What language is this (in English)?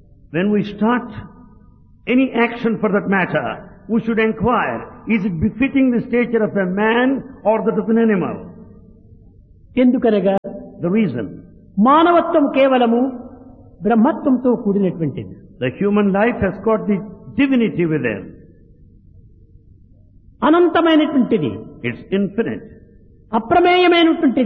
Telugu